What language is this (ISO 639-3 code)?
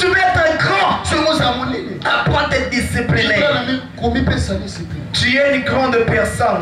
fra